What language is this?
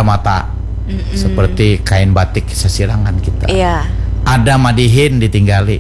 Banjar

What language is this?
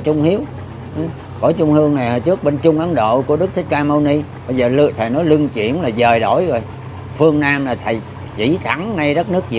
Vietnamese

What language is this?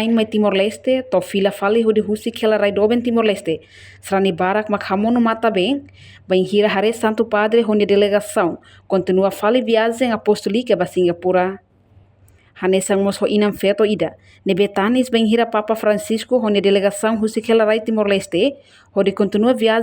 Tetum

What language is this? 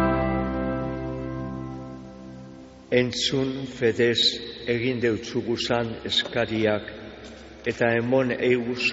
Basque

